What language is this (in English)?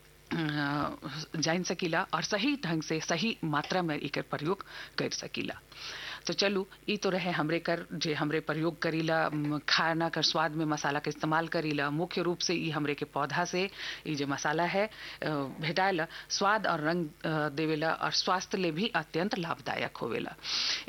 Bhojpuri